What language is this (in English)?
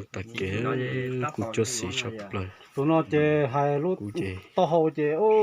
Hmong